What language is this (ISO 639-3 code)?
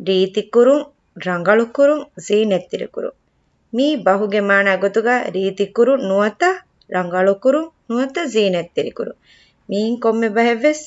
div